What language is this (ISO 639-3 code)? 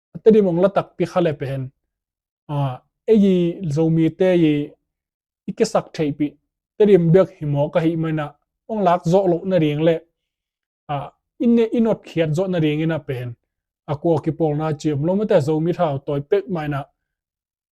ctd